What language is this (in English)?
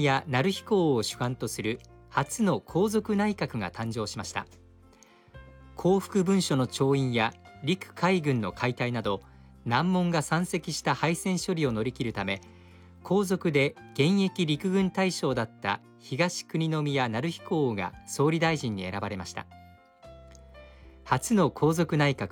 Japanese